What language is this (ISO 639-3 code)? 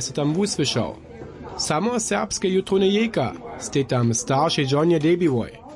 hsb